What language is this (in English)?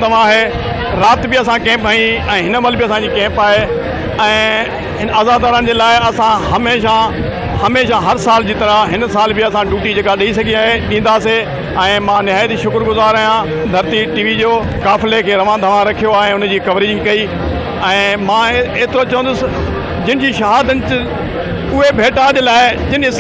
Sindhi